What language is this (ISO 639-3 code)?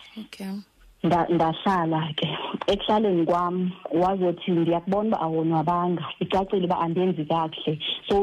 xho